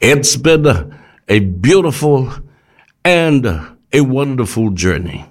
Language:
Samoan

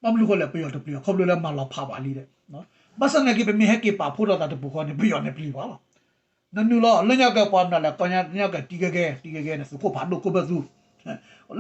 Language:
S'gaw Karen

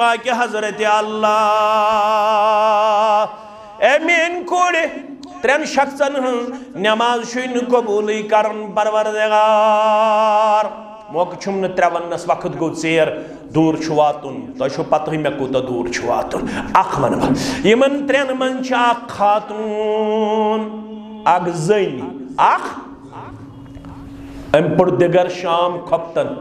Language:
Kashmiri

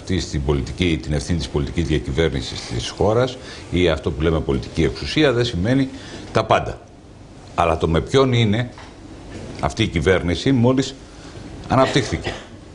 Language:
Greek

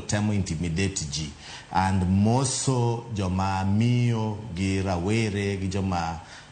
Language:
Luo (Kenya and Tanzania)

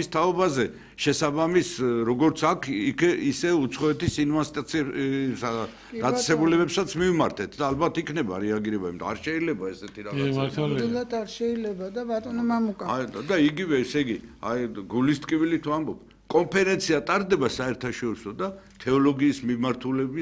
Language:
Georgian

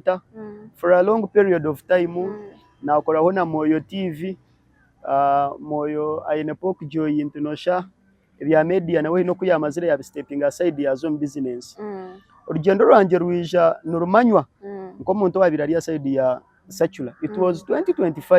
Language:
Nyankole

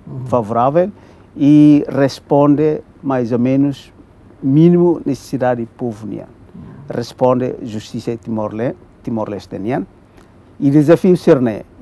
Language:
Tetum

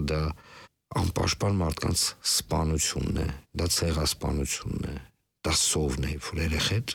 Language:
Armenian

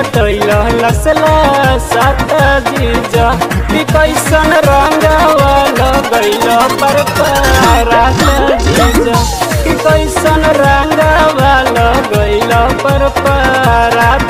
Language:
Bhojpuri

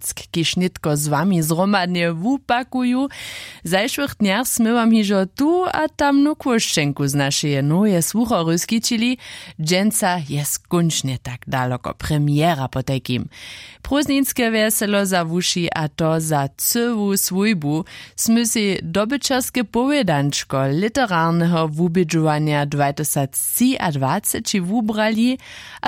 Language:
Upper Sorbian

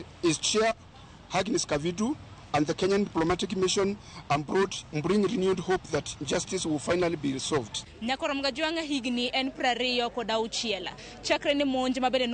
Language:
Luo (Kenya and Tanzania)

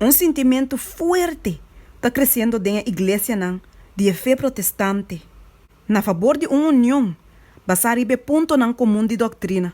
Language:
Papiamento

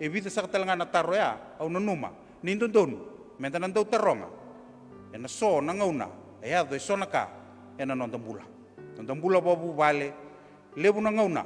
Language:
Fijian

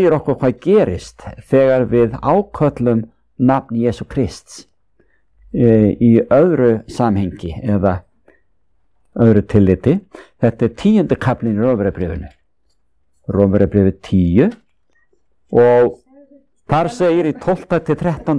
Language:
Icelandic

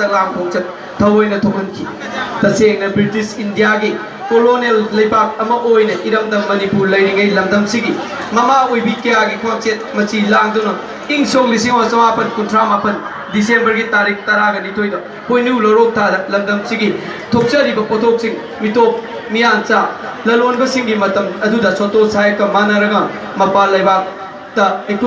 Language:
Manipuri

